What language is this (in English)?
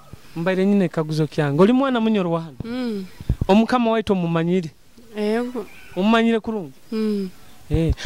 Nyoro